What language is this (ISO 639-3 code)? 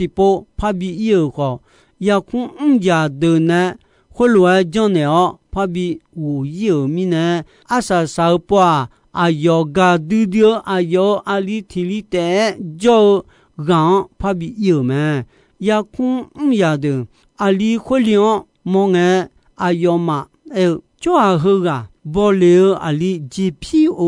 ahk